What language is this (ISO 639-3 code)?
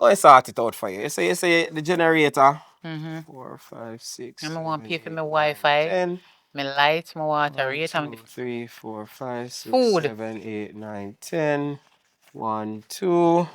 jam